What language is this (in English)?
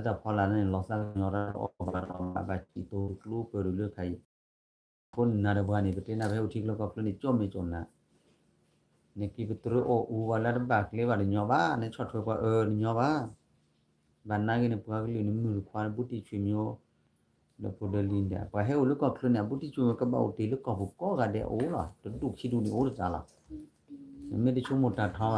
S'gaw Karen